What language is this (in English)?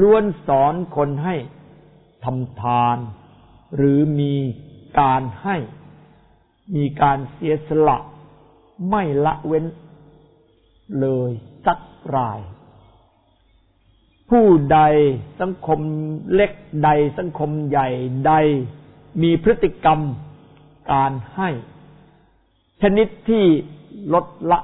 Thai